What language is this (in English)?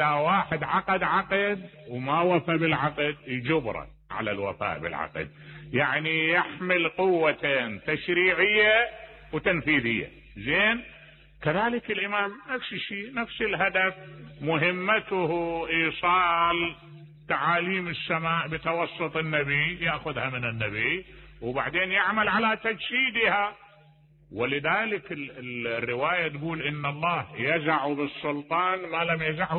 Mesopotamian Arabic